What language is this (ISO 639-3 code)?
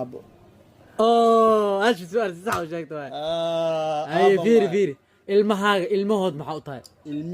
som